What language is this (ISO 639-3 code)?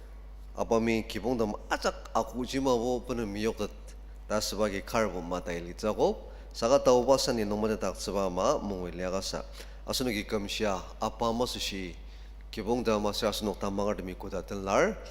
njo